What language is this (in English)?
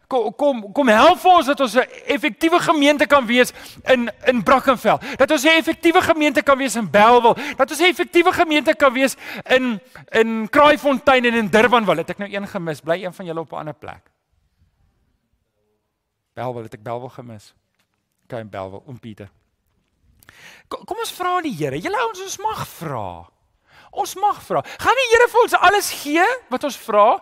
Afrikaans